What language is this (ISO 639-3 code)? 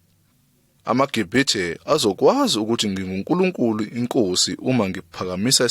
zul